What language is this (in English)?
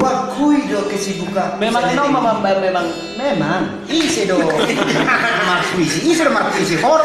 Batak Toba